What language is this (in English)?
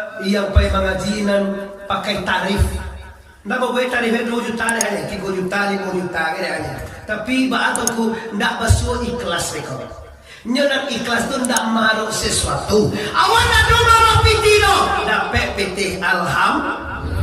Minangkabau